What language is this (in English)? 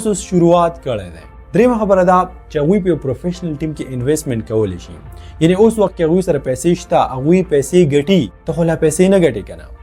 Pashto